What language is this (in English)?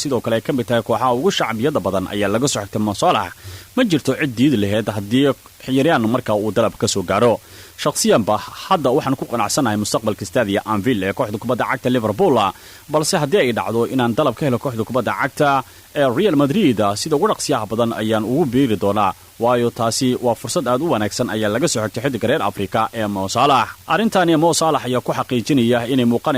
Somali